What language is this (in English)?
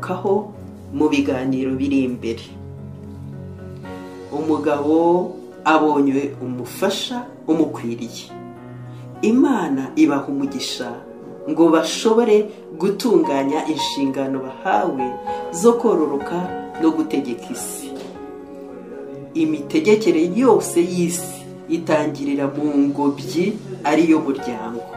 Kinyarwanda